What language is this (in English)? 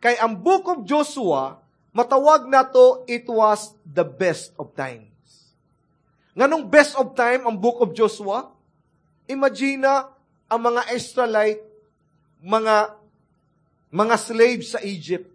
Cebuano